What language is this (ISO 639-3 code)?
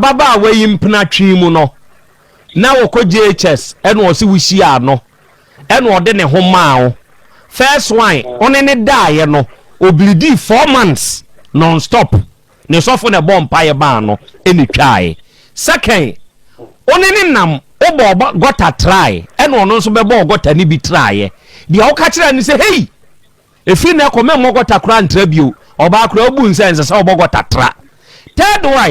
aka